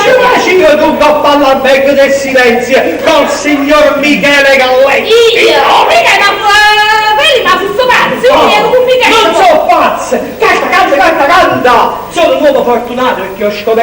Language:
Neapolitan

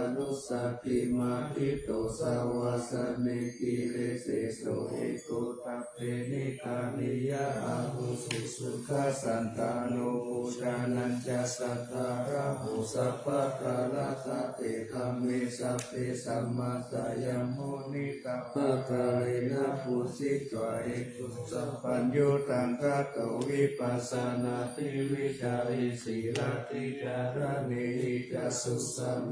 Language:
Pali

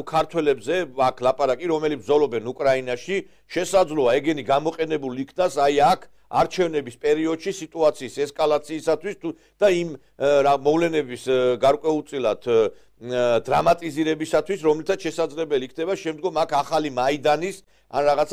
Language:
Georgian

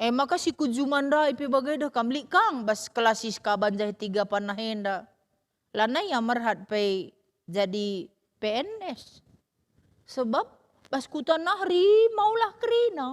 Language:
Batak Karo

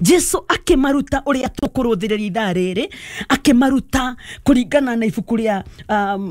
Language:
Kikuyu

